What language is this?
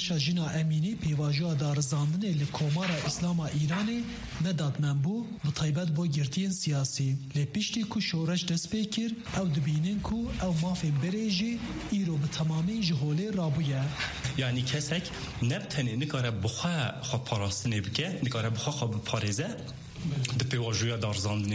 Kurdish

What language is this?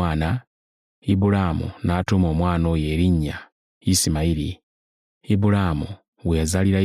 Ganda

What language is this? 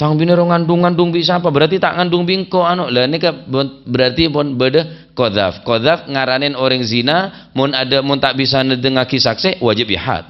Madurese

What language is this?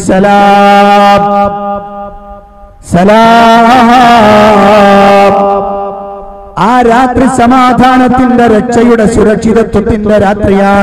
Malayalam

